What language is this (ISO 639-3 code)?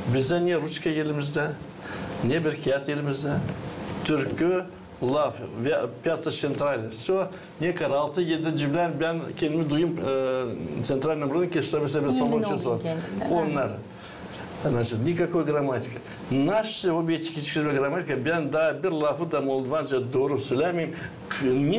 gag